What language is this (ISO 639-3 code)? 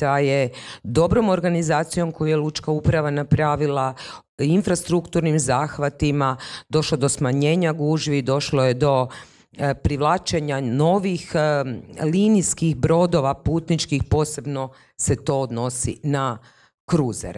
hrv